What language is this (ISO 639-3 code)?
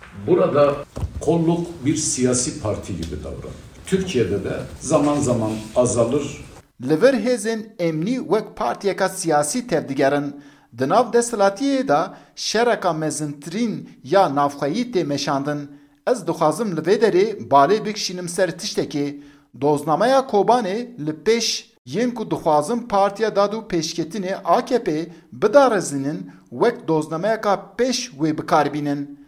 kur